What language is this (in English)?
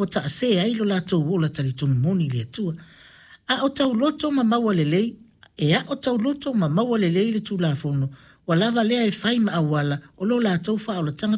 Samoan